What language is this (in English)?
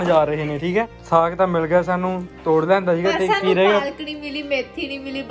Punjabi